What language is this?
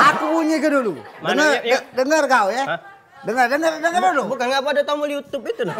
Musi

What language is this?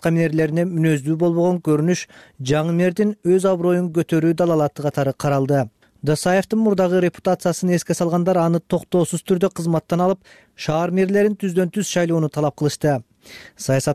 Kyrgyz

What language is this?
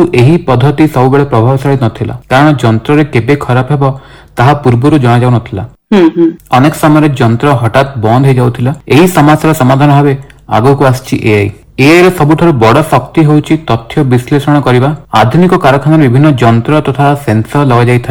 Odia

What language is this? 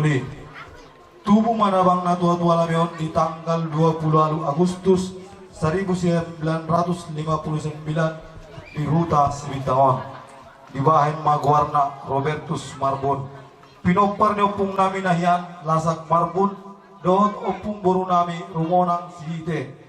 Batak Toba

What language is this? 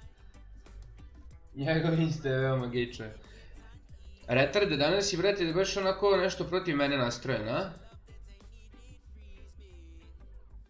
Serbian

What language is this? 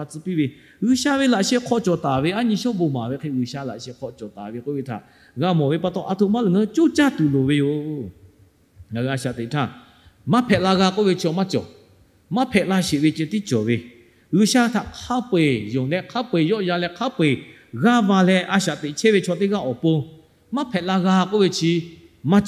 Lahu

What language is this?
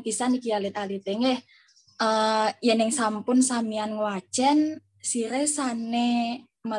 Balinese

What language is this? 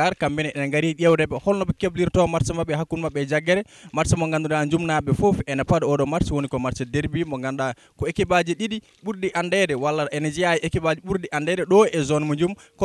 Fula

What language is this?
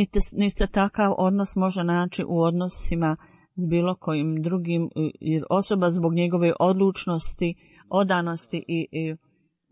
Bosnian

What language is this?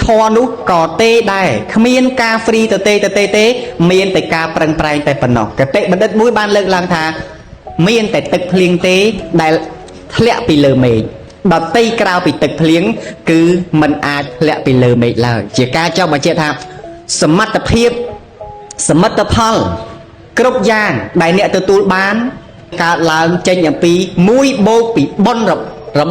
Khmer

